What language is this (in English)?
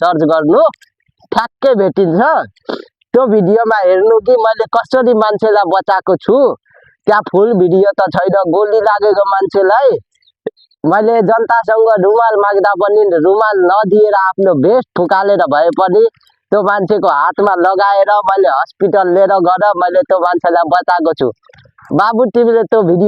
Nepali